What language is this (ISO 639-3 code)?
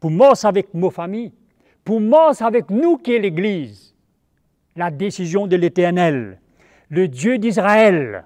mfe